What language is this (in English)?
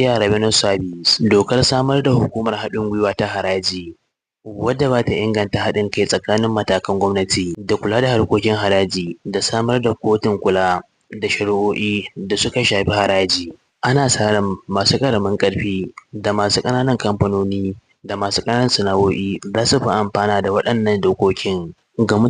Hausa